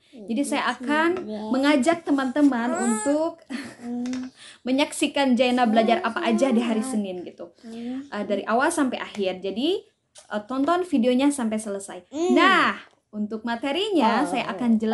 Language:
Indonesian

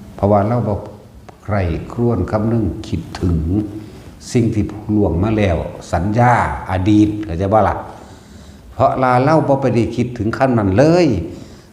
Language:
Northeastern Thai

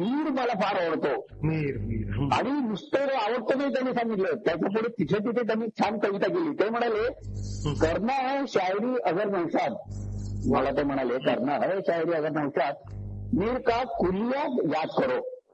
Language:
Marathi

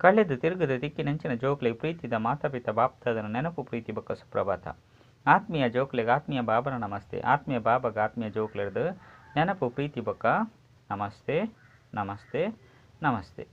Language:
Tulu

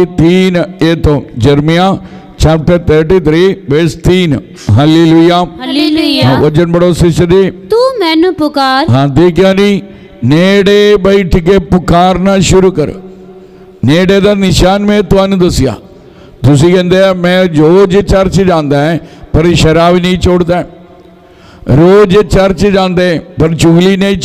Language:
Punjabi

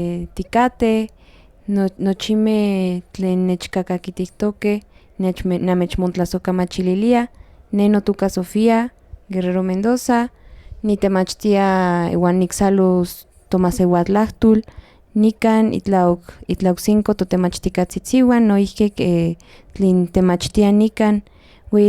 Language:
Central Nahuatl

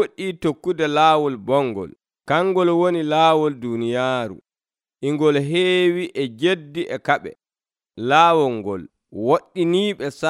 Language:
Nigerian Fulfulde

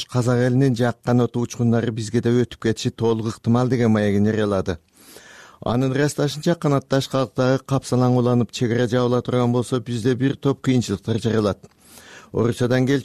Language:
Kyrgyz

